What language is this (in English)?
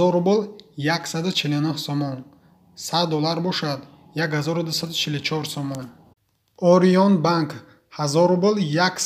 Tajik